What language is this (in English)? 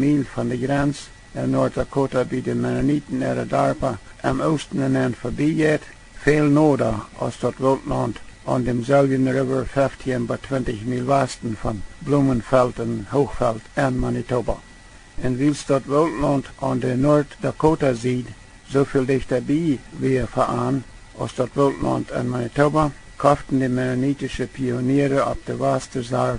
Plautdietsch